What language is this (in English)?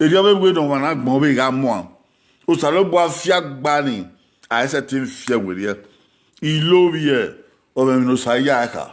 Bini